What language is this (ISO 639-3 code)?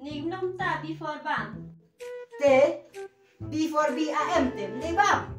kha